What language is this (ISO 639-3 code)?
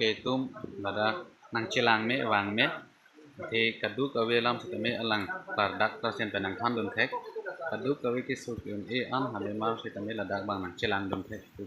mjw